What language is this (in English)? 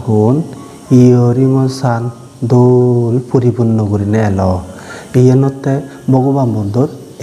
Chakma